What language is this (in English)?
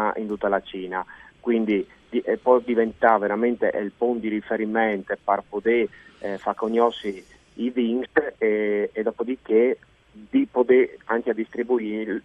Friulian